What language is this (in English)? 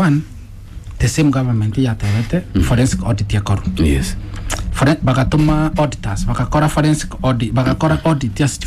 Gusii